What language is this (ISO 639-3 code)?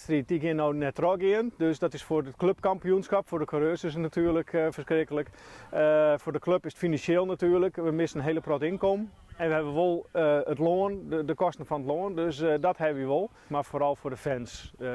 fry